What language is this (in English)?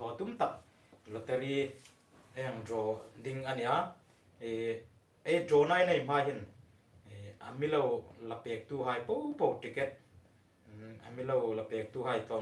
Hmar